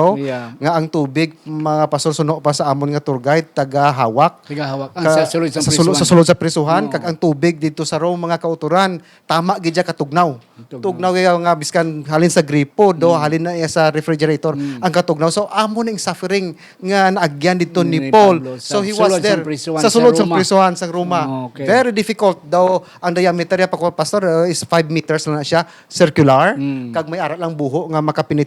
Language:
Hiligaynon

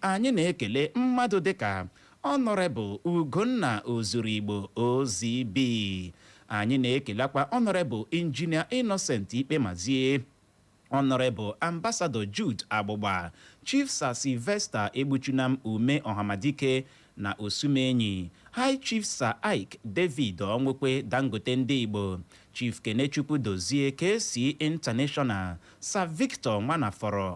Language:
Igbo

